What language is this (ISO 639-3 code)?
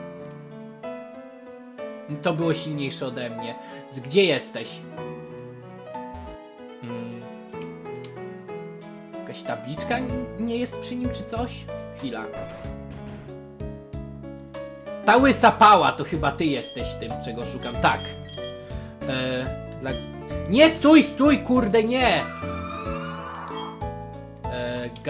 pol